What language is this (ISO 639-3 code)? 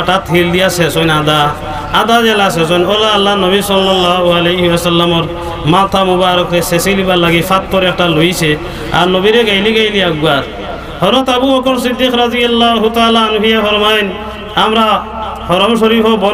syl